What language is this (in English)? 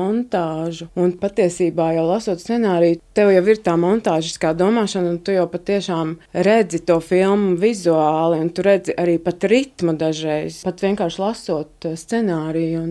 Latvian